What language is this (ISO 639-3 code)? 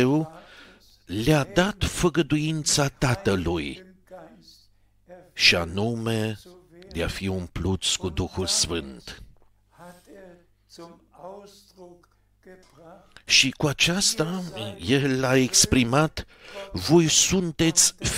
ron